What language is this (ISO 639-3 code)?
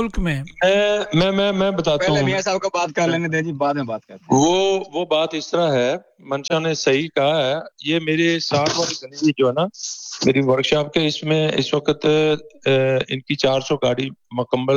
urd